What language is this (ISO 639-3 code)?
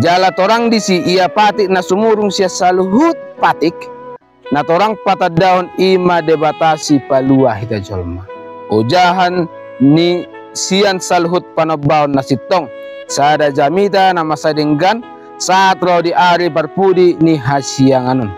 bbc